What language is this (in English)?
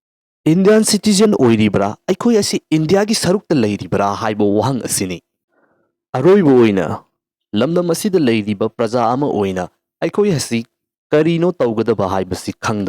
Manipuri